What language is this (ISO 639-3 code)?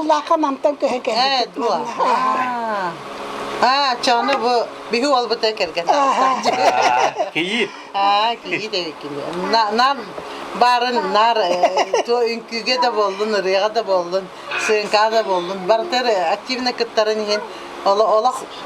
sah